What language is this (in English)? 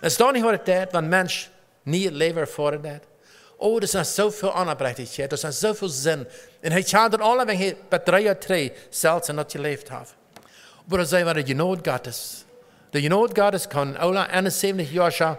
Plautdietsch